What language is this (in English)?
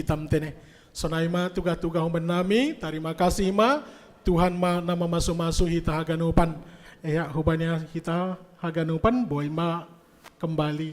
Batak Simalungun